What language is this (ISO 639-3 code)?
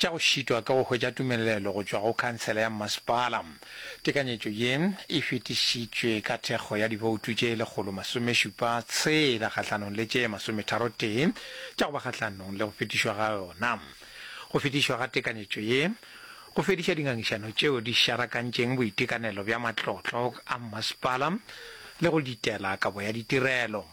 nso